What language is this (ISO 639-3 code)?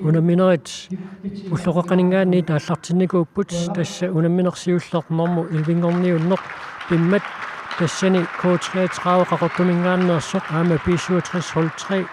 kal